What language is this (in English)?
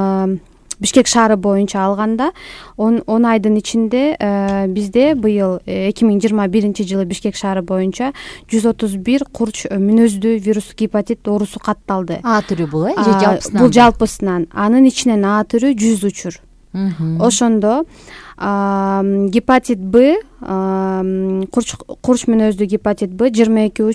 Kyrgyz